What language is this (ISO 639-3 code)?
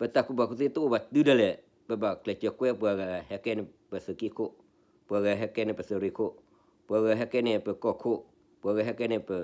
ksw